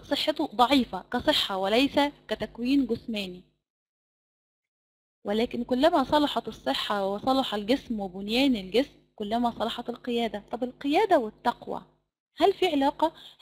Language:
Egyptian Arabic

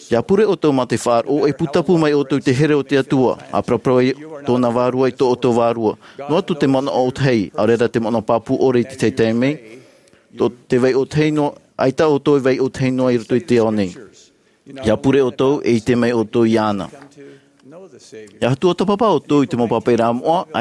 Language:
Tahitian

